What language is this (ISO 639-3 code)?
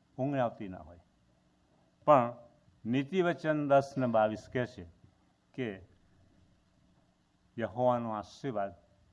guj